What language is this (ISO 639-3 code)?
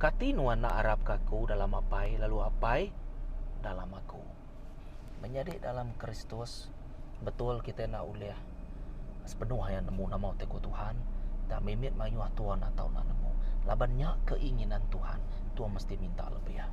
iba